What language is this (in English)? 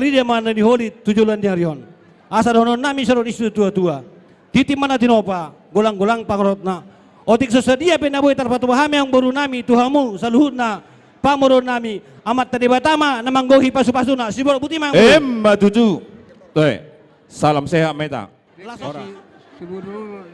Batak Toba